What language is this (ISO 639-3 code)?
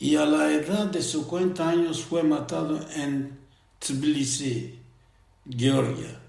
lad